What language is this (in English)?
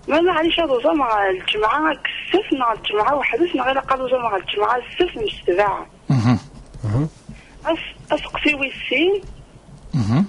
Kabyle